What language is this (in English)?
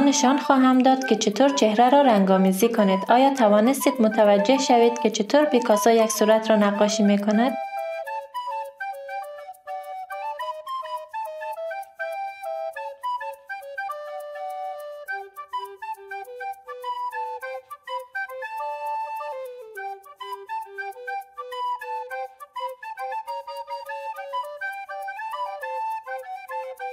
Persian